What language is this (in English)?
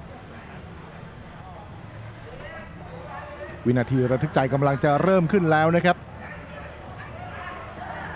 Thai